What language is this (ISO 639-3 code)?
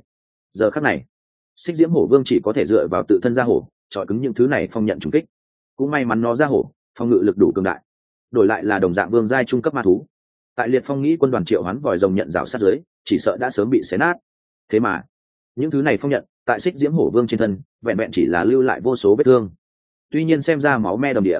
vie